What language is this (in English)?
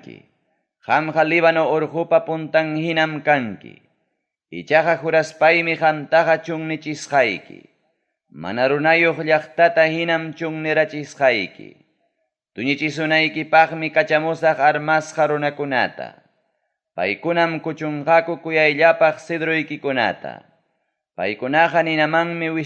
Ayacucho Quechua